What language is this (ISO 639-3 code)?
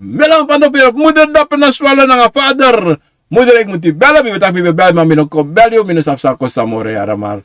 srn